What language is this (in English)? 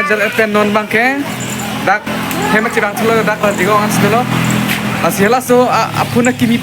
Karbi